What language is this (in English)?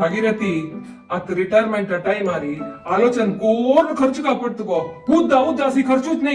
Konkani